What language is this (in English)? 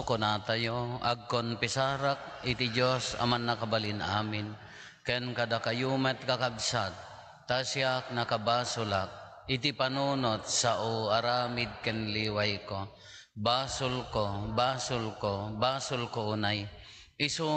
Iloko